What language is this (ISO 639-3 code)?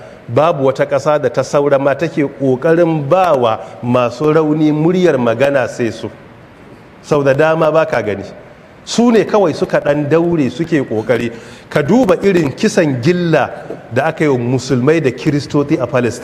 hau